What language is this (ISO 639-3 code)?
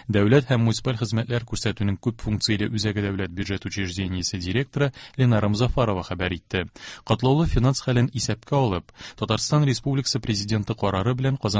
tat